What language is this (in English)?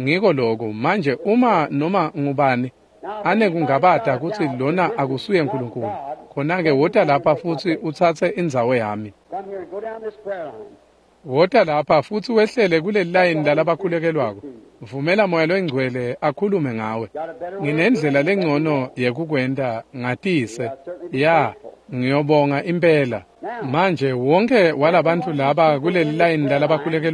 Swati